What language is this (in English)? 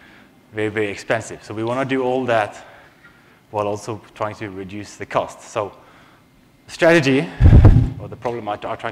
English